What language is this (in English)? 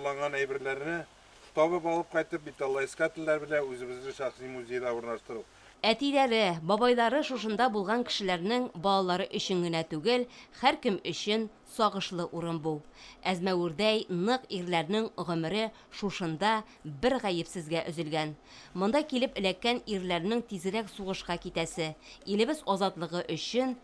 Tatar